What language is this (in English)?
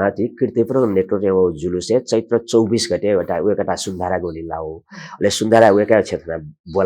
Newari